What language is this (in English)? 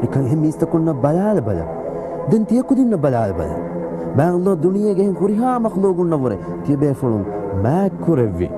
Divehi